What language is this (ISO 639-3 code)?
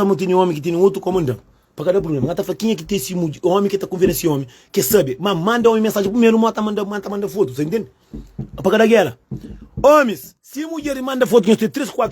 kea